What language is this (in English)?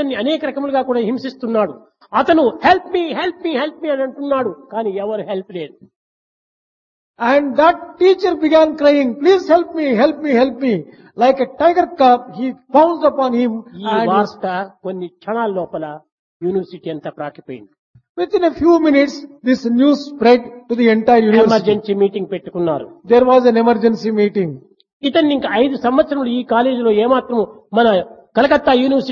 Telugu